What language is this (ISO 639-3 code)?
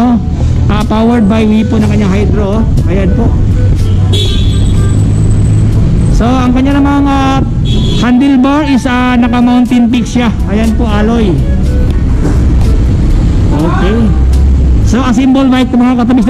fil